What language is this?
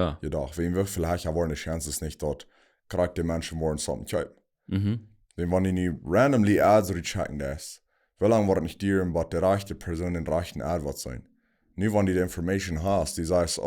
Plautdietsch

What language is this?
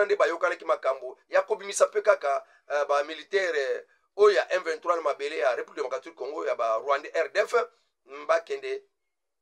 Lingala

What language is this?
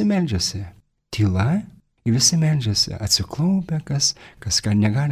Lithuanian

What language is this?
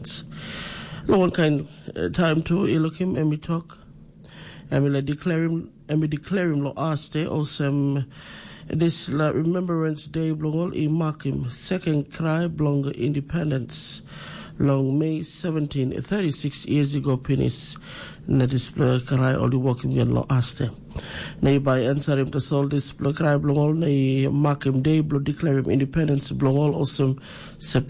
Tok Pisin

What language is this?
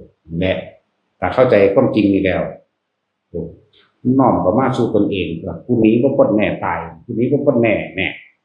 Northeastern Thai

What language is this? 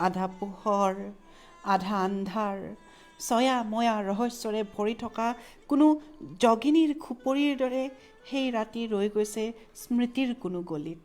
Assamese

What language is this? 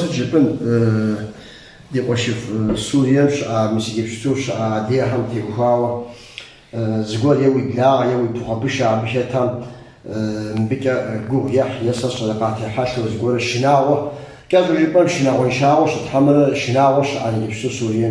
Kabardian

